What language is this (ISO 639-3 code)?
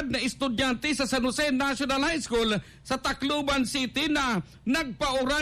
bik